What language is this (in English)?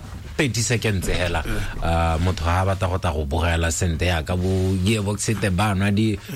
Tswana